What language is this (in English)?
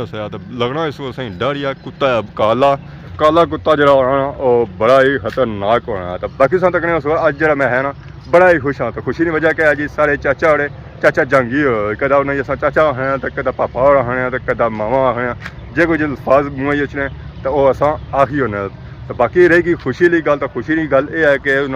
Pahari-Potwari